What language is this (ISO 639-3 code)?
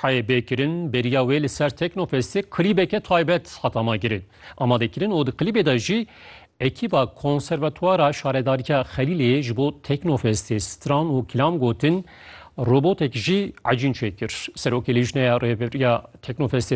kur